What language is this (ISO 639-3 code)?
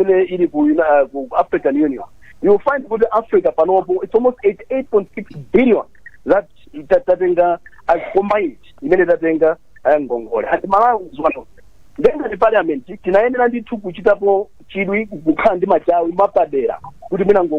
nya